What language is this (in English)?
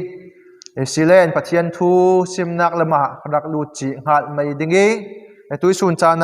Falam Chin